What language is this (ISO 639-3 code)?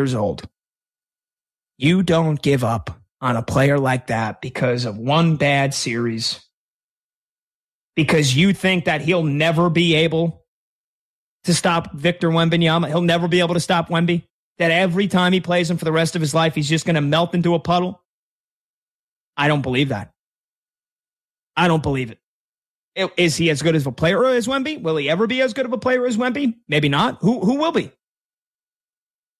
eng